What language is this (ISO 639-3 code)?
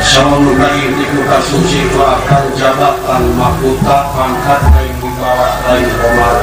sun